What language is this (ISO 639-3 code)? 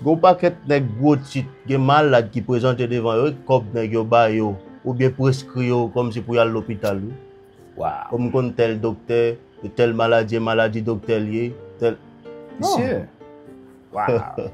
hat